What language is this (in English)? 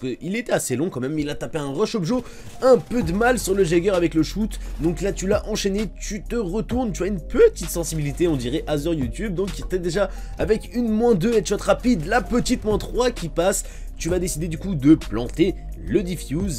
French